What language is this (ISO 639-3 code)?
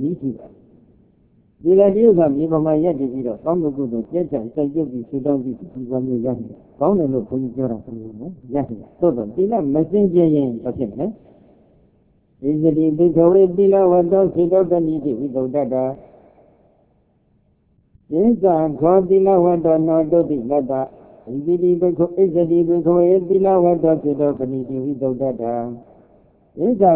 mya